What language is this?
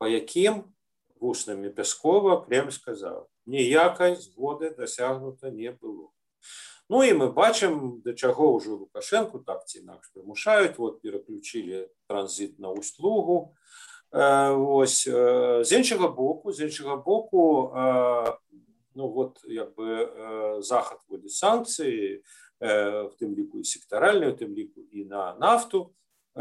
Belarusian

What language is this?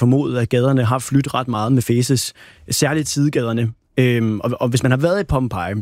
Danish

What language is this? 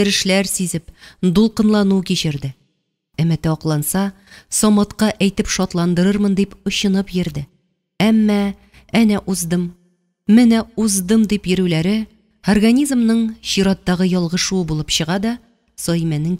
Tatar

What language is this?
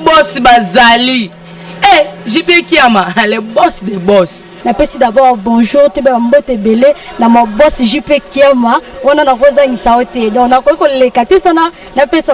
Lingala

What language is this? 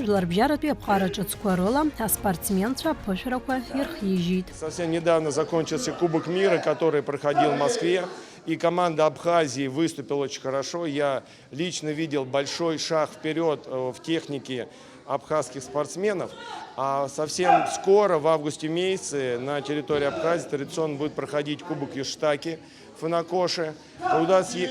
Abkhazian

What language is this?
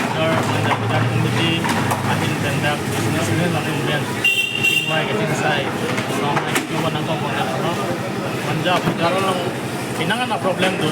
Karbi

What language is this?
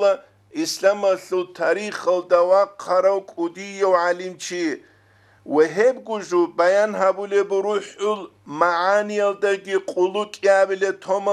Avaric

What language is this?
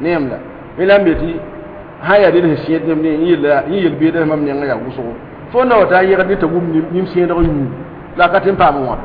Mossi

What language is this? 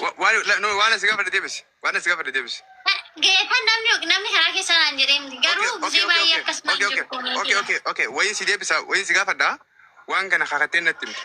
Oromo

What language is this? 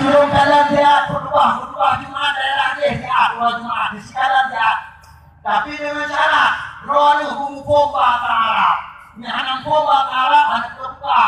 Achinese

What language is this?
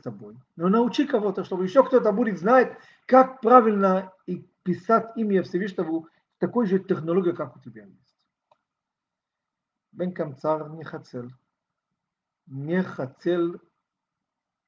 Russian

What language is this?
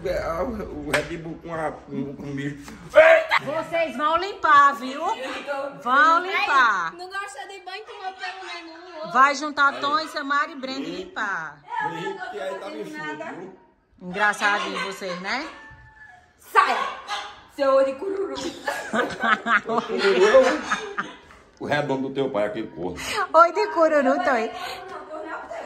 Portuguese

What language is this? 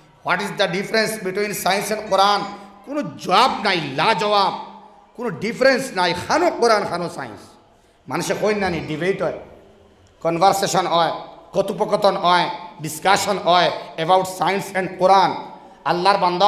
Sylheti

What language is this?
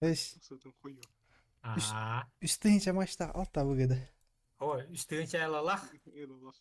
Yakut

